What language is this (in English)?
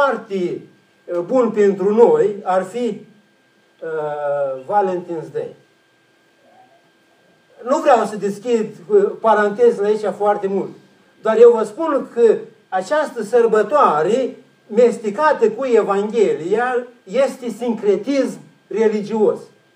Romanian